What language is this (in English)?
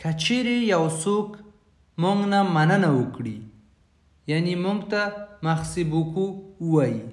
Pashto